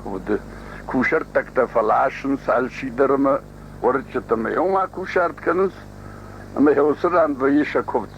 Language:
Ossetic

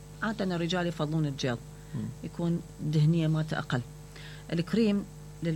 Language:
Mesopotamian Arabic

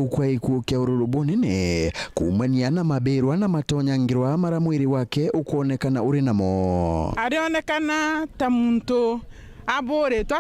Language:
Meru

